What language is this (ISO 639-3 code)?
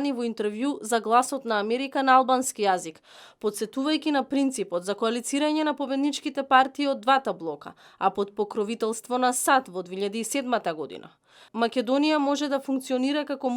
mkd